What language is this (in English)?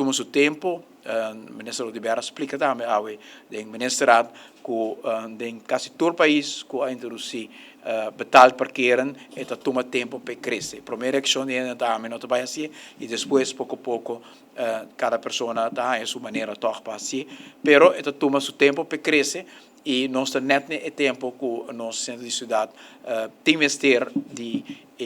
Papiamento